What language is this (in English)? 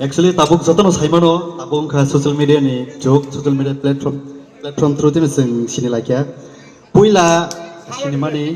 Kok Borok